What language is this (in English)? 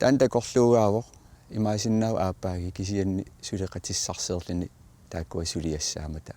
Kalaallisut